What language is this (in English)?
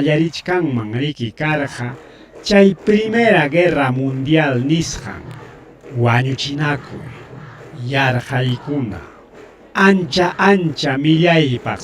Ayacucho Quechua